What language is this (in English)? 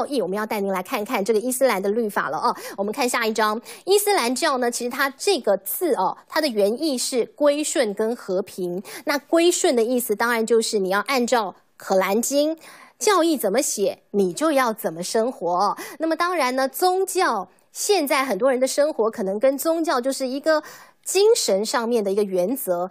Chinese